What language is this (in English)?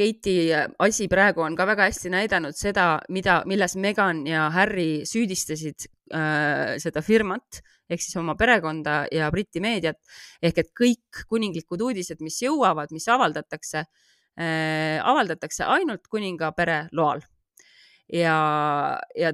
Estonian